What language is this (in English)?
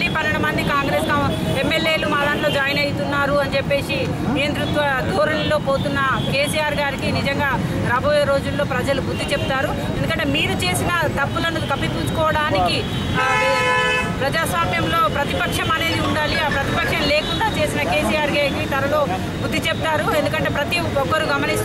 Telugu